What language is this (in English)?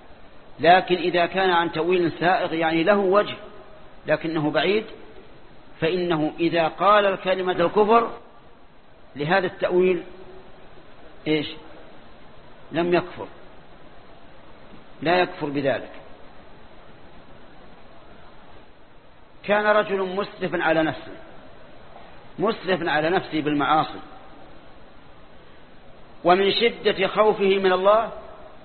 Arabic